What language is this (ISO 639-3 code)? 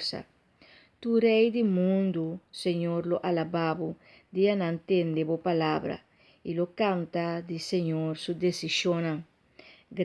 pap